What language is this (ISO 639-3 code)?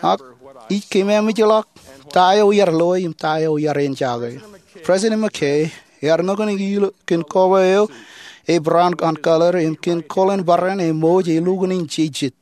mah